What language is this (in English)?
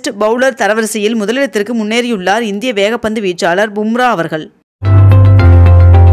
Tamil